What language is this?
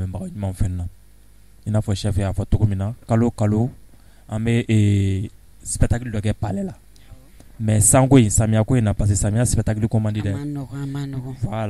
Bambara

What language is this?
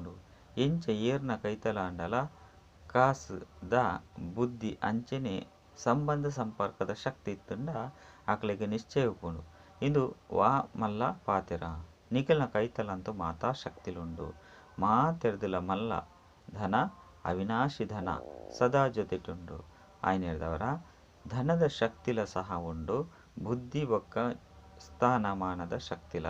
Tulu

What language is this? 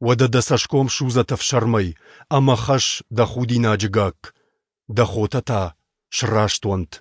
Ossetic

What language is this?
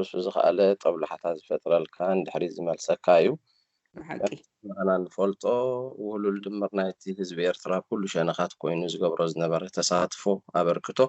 Tigrinya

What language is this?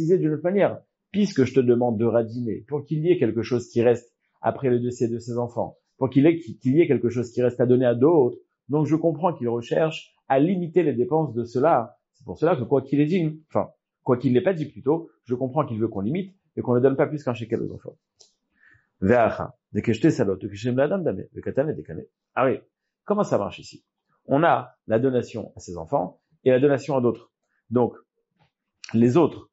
French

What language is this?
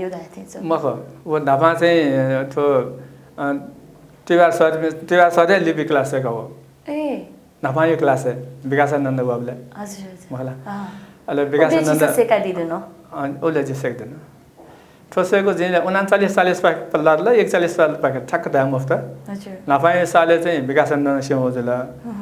Newari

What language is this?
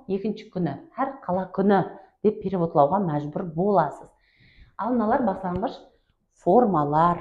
Kara-Kalpak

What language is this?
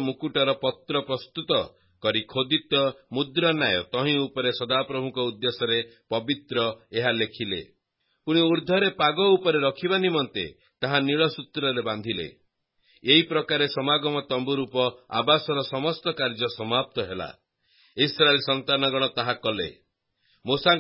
Odia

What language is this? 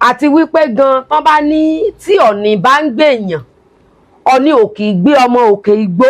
Yoruba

